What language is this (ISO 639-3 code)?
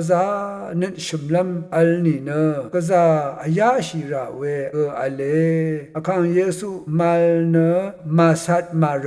raw